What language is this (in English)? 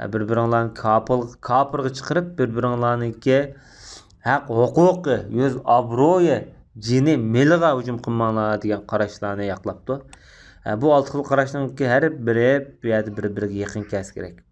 Uyghur